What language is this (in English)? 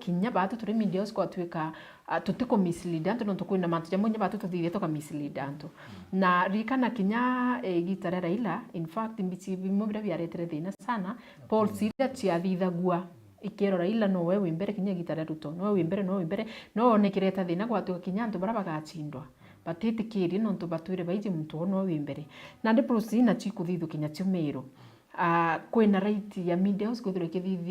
Meru